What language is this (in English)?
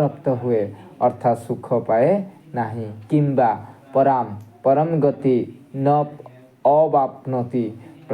Odia